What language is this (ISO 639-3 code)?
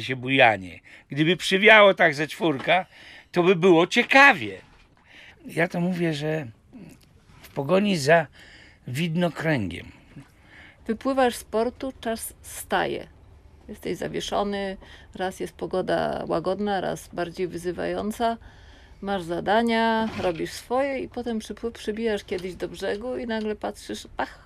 pol